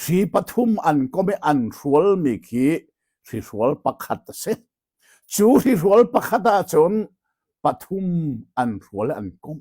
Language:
Hakha Chin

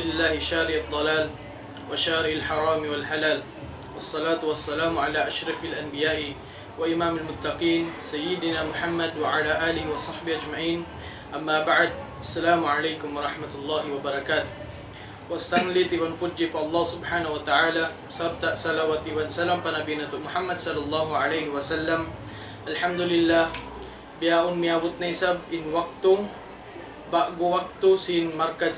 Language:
Tausug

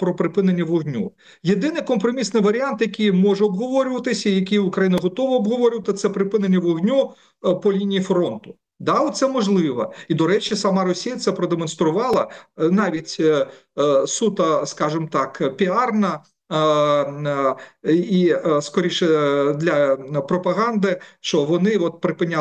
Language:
Ukrainian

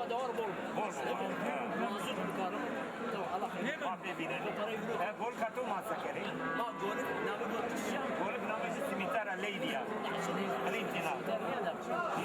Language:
Zaza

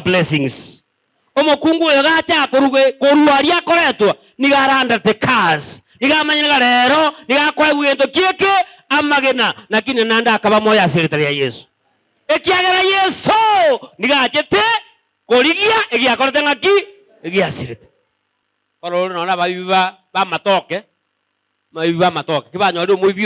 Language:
Gusii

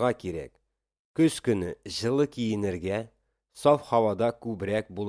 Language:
Tatar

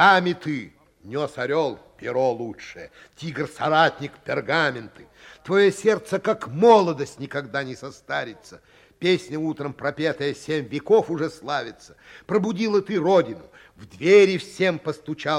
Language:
Russian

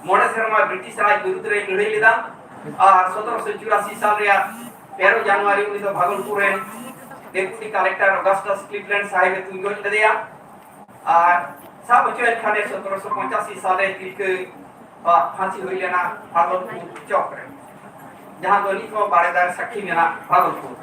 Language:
Santali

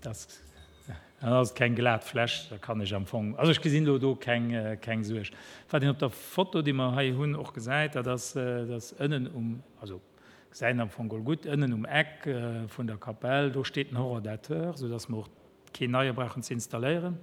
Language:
Luxembourgish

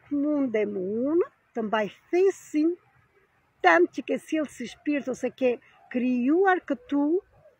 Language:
Albanian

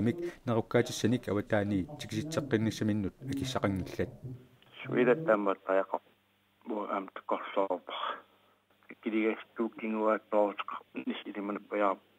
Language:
Kalaallisut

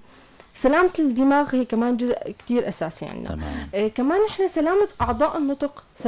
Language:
North Levantine Arabic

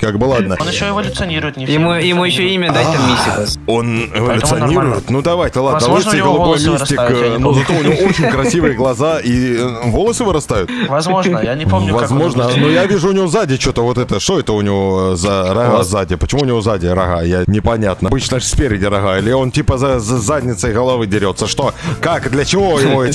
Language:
Russian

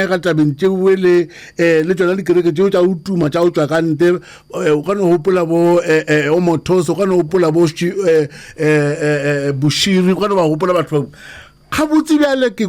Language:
Northern Sotho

